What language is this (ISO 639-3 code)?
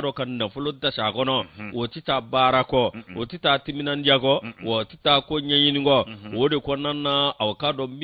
bam